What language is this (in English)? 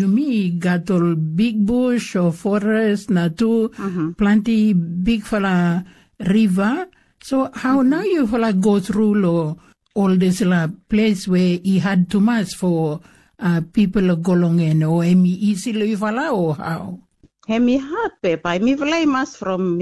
Bislama